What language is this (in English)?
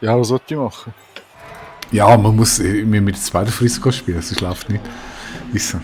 Swiss German